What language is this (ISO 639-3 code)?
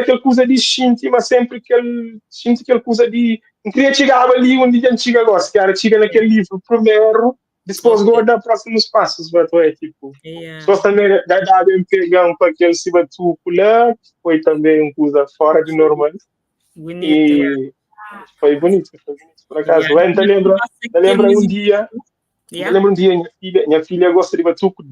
kea